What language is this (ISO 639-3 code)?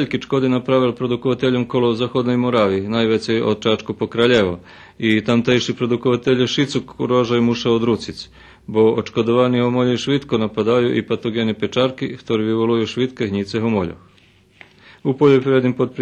rue